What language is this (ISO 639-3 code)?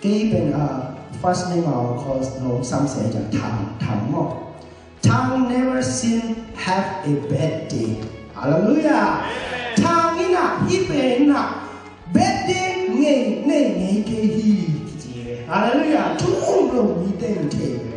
ctd